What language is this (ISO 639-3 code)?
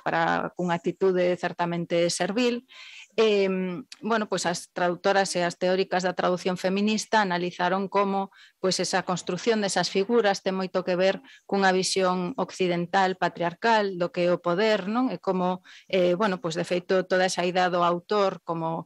glg